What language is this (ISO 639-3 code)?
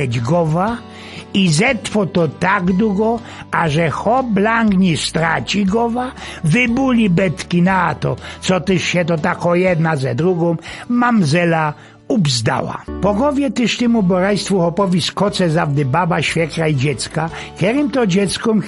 szl